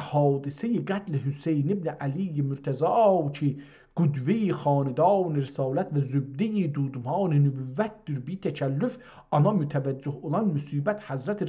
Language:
South Azerbaijani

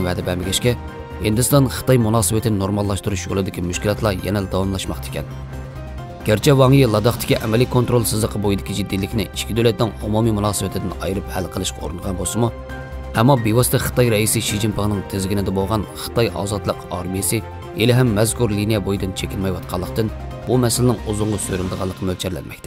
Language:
Uyghur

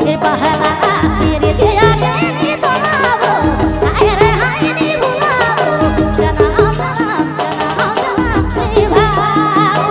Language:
Sadri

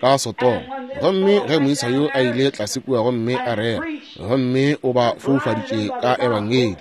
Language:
Northern Sotho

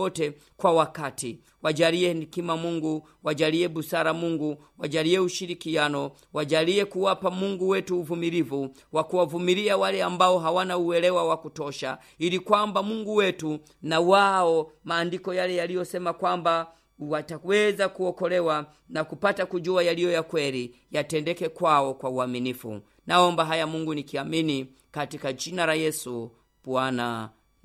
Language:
Swahili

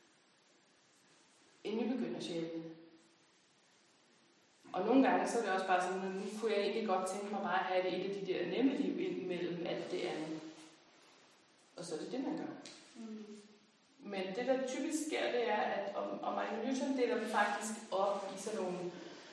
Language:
Danish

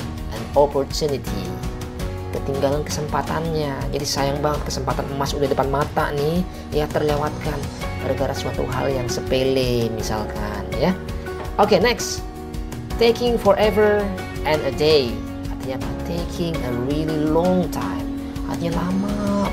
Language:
Indonesian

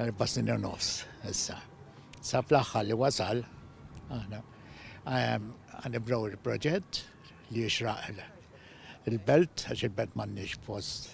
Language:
Maltese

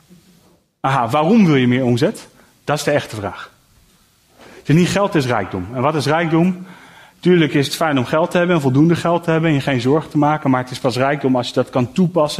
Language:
Dutch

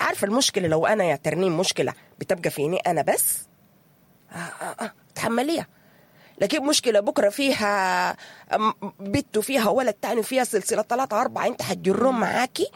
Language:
Sudanese Arabic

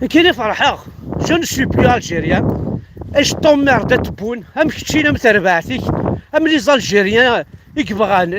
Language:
Kabyle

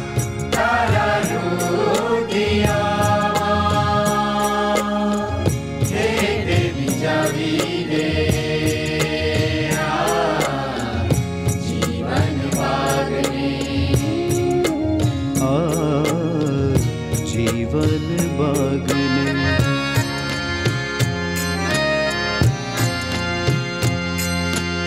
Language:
Gujarati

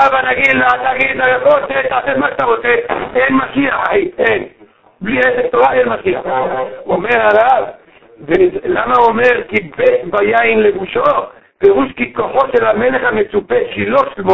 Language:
Hebrew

